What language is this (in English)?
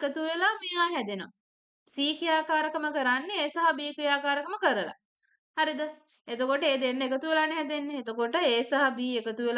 Sinhala